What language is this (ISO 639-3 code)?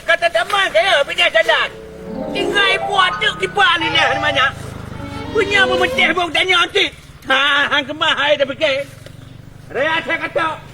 ace